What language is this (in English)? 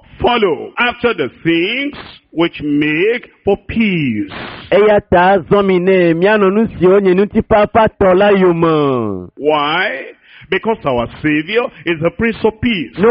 Ewe